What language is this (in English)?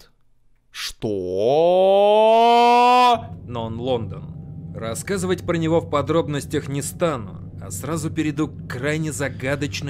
Russian